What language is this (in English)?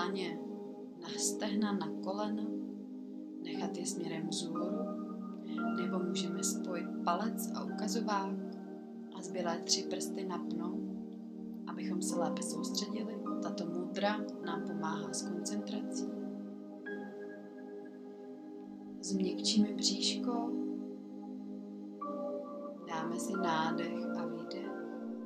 Czech